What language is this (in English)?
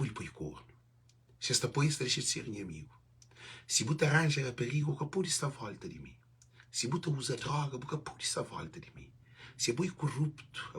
Kabuverdianu